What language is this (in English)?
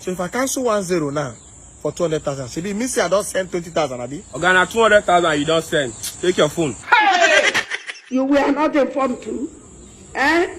Nigerian Pidgin